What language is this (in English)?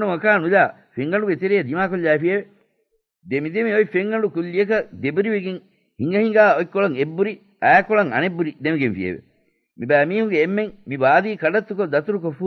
Divehi